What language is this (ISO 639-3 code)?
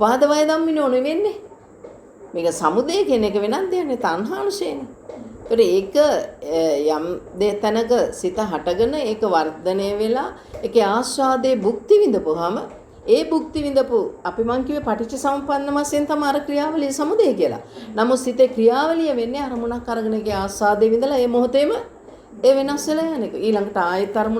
sin